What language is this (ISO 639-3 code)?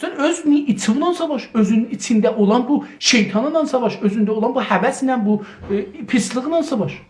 azb